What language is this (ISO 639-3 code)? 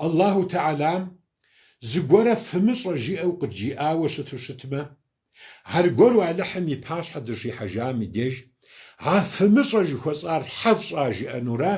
kbd